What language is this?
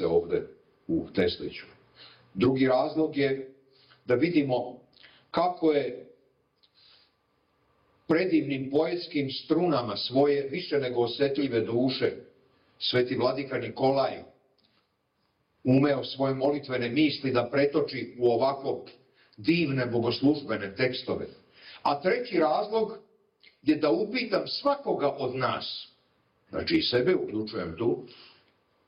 Serbian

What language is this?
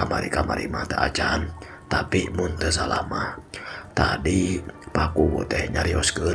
Sundanese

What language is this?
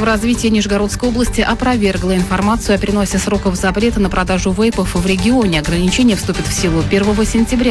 Russian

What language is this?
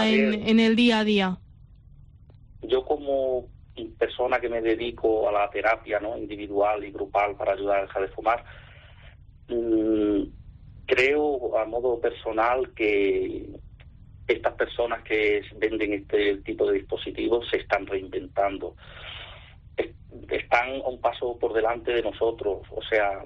Spanish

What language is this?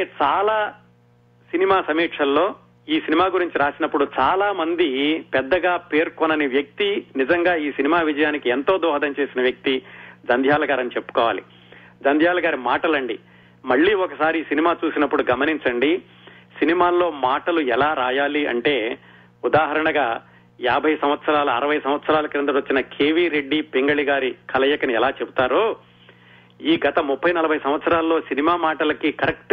Telugu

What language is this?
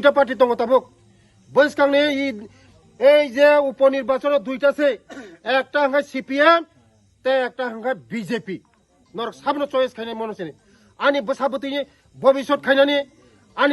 Kok Borok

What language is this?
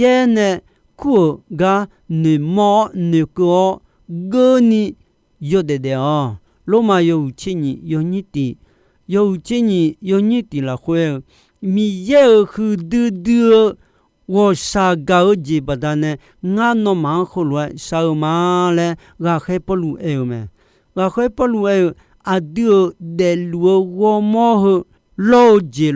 Akha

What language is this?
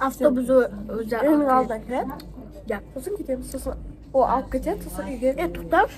Kazakh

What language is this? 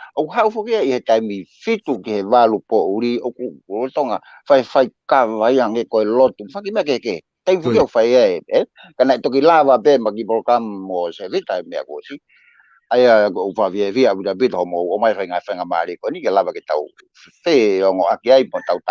Tongan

